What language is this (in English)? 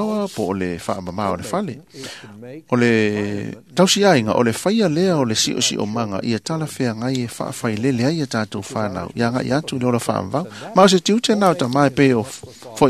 Samoan